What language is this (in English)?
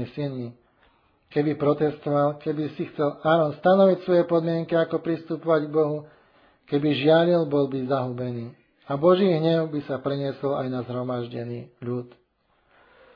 Slovak